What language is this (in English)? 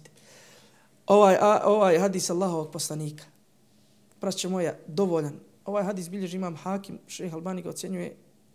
Bosnian